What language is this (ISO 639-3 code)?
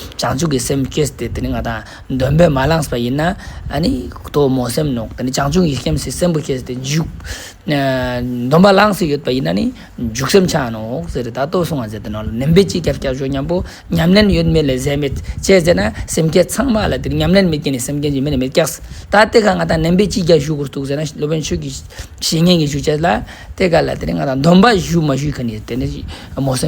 lbj